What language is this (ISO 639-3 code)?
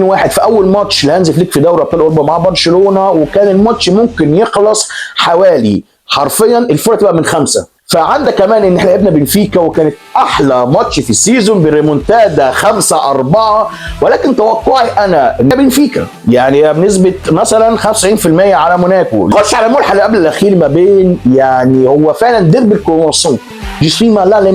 arz